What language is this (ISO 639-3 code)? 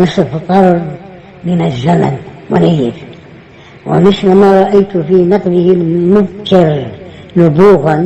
kur